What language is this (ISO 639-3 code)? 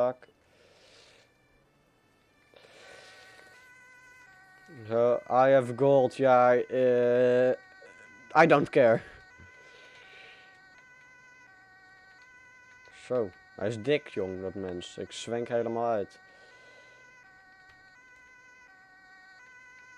nld